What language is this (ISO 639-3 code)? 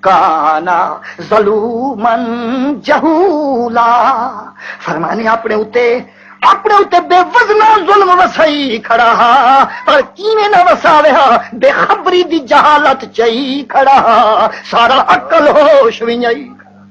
skr